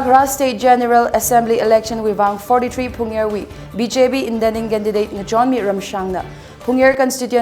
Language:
Tangkhul Naga (India)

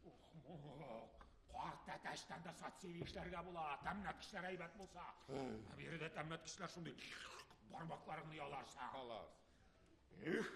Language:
Tatar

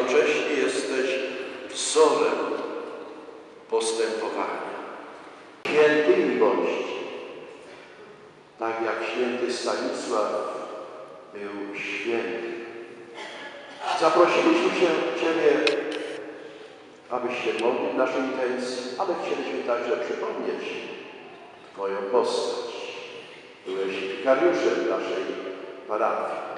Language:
Polish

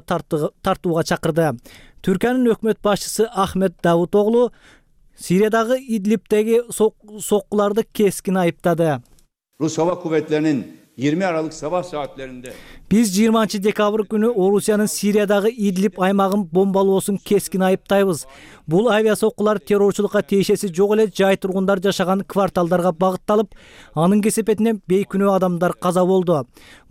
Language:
Kyrgyz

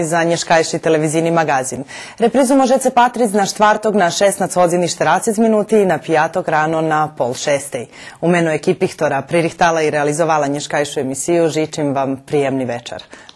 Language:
Rusyn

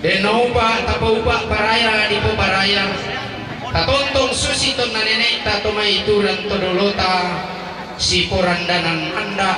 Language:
Toraja-Sa'dan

